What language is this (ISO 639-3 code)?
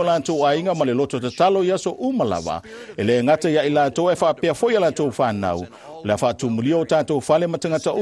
smo